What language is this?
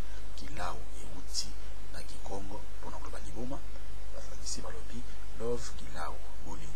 Lingala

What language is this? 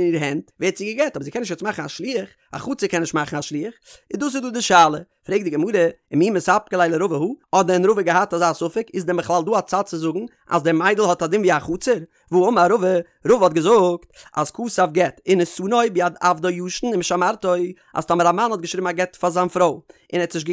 Yiddish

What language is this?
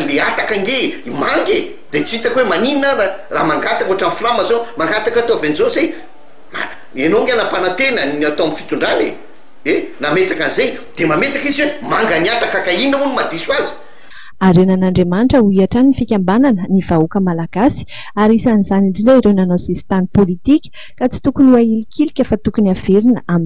Malagasy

